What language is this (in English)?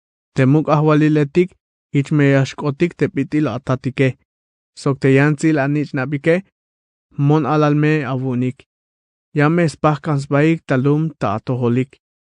Tzeltal